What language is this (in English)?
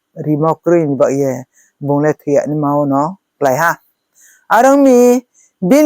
Riang (India)